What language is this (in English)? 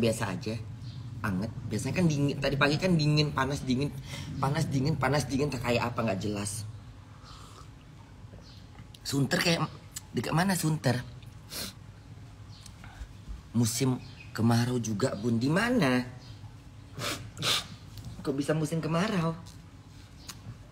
Indonesian